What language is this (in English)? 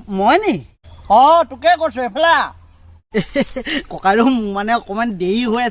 Assamese